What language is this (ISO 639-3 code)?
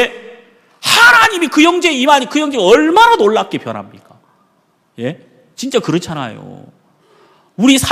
kor